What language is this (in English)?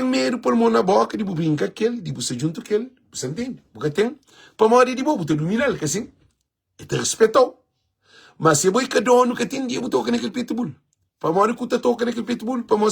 Kabuverdianu